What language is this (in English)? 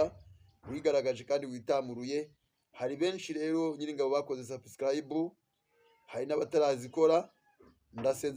Kinyarwanda